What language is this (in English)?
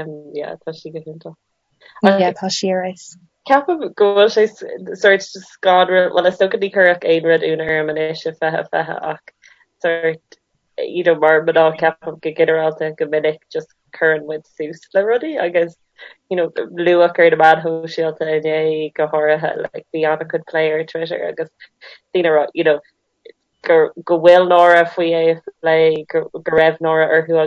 Irish